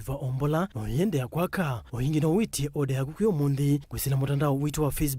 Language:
Kamba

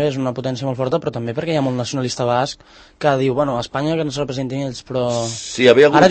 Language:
Catalan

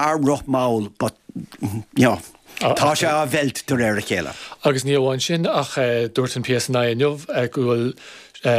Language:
Irish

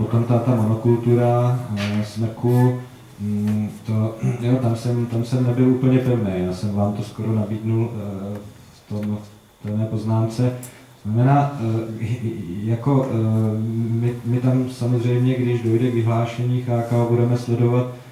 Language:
Czech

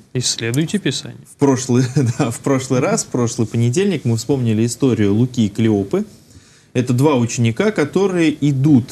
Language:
Russian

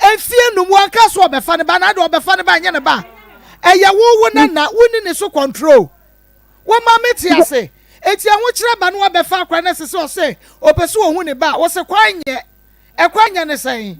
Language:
Akan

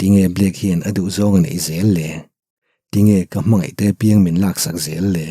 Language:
Mizo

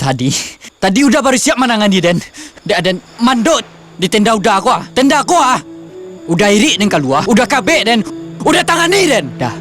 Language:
Minangkabau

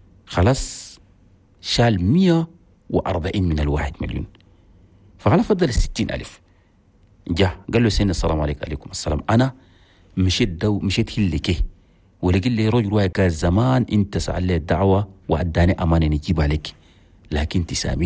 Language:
Chadian Arabic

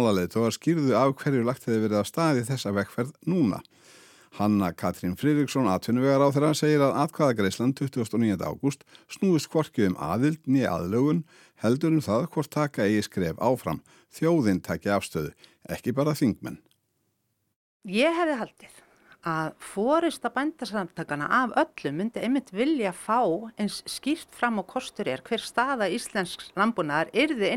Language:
Icelandic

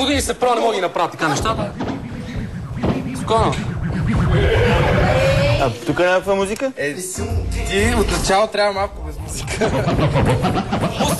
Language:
Bulgarian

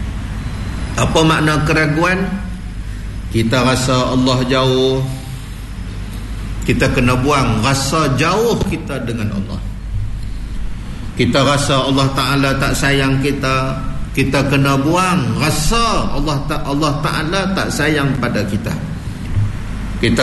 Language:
Malay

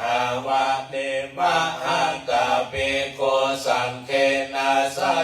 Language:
Pali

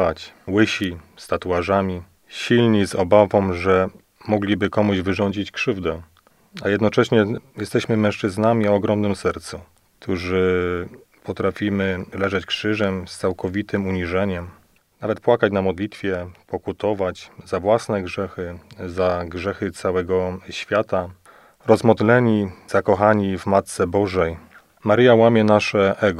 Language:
Polish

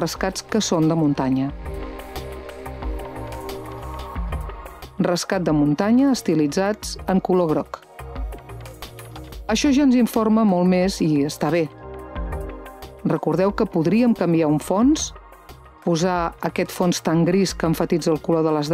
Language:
Catalan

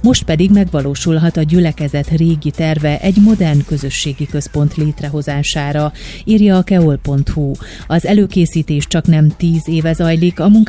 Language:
Hungarian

